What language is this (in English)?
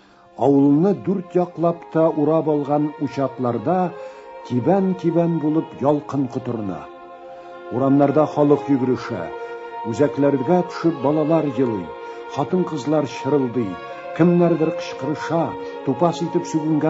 Tatar